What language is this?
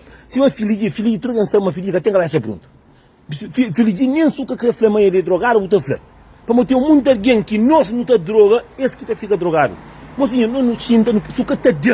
Kabuverdianu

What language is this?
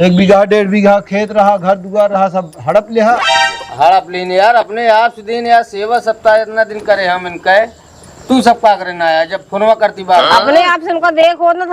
Awadhi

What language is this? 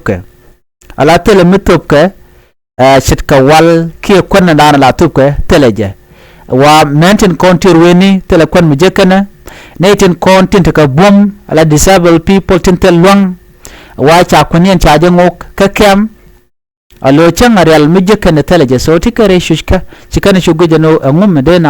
Nuer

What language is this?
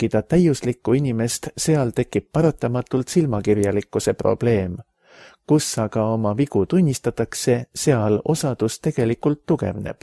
Estonian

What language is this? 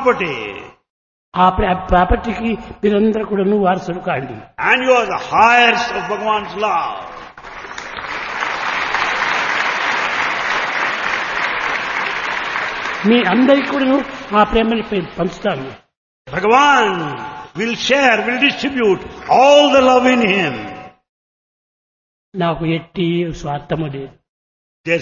Telugu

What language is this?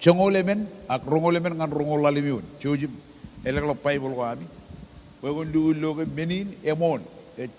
Marshallese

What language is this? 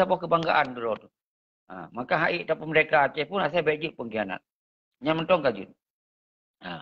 Achinese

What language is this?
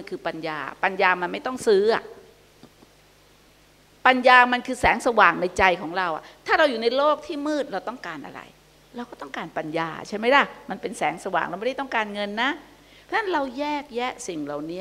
Thai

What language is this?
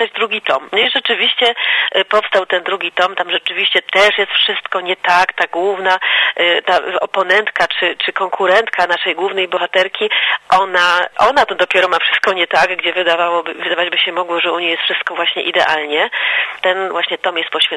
Polish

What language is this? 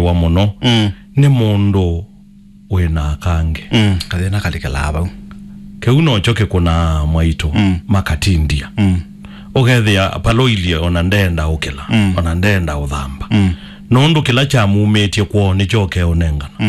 Kamba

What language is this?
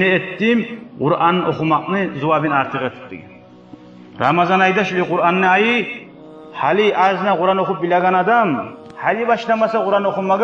Kumyk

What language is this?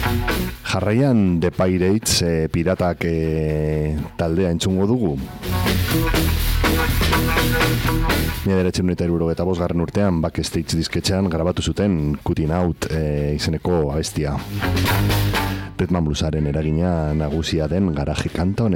Basque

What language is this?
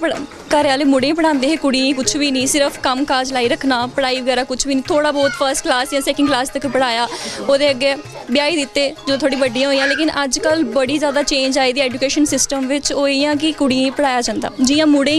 Dogri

